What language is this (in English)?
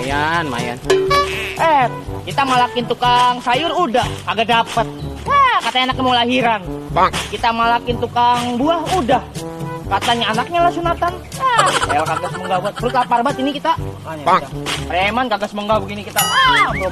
Betawi